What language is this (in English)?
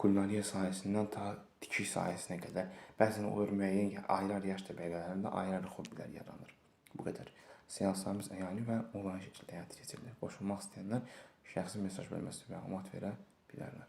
Azerbaijani